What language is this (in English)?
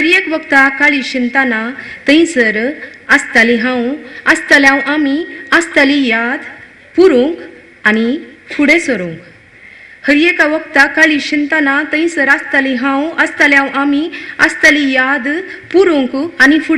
Konkani